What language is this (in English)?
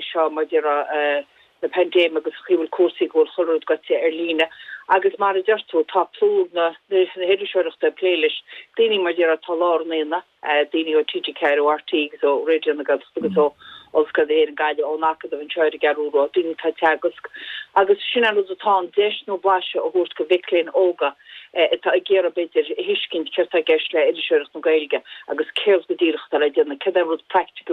Irish